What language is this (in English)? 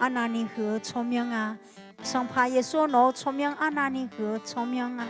Akha